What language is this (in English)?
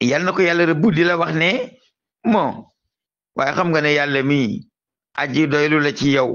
Wolof